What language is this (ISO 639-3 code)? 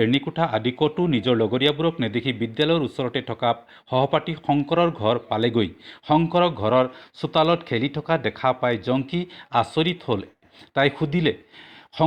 asm